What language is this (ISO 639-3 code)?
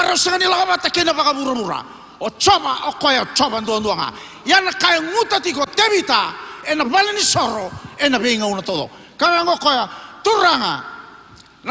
fij